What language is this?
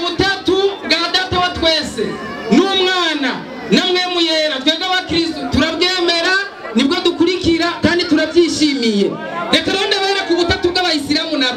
Rundi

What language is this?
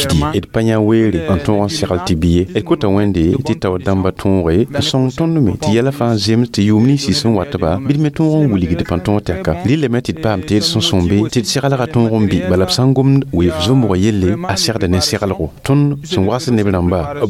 Mossi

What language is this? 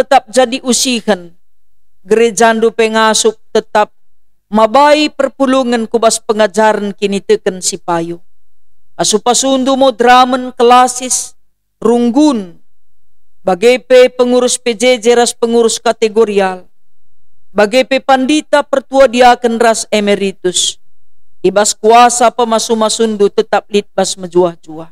Batak Karo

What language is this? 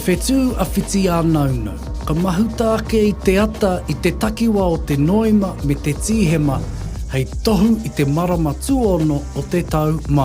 Māori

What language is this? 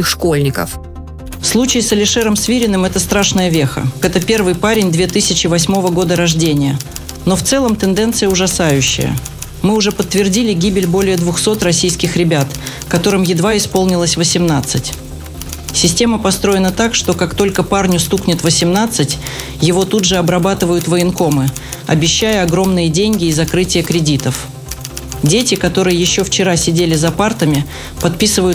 Russian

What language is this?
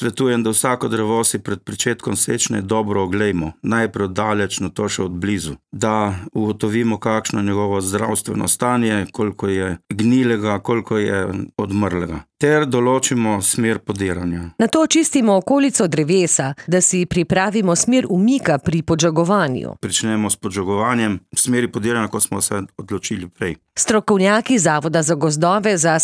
Slovenian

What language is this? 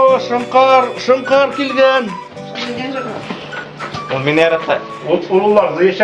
Bashkir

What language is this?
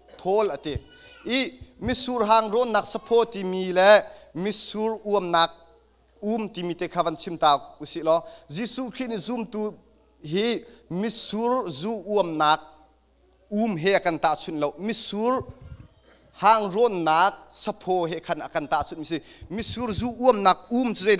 Hakha Chin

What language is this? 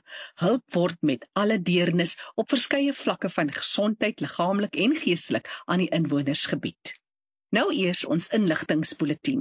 Afrikaans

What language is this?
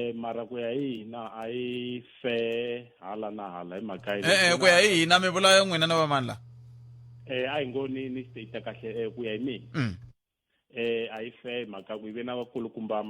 Tsonga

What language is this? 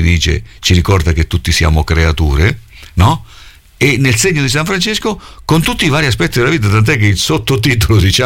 Italian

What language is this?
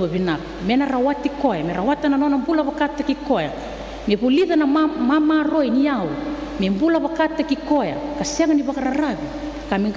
Fijian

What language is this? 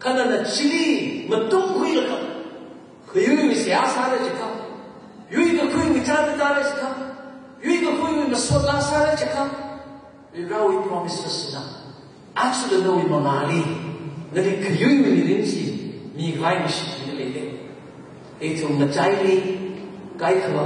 Tangkhul Naga (India)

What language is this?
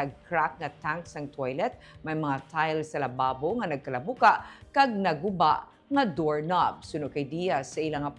Hiligaynon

